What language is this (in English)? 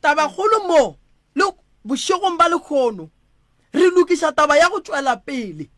Northern Sotho